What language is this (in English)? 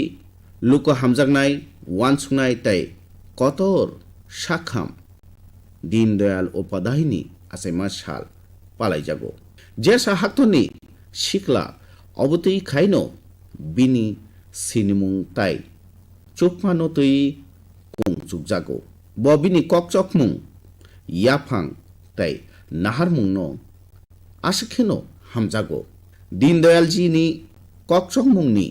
Kok Borok